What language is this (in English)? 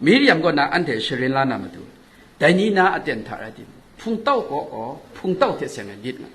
Kachin